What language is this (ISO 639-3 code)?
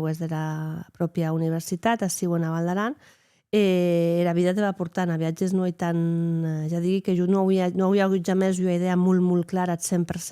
oci